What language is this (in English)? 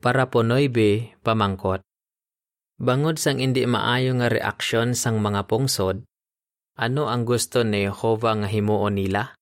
Hiligaynon